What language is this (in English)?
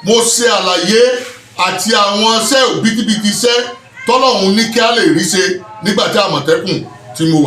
Yoruba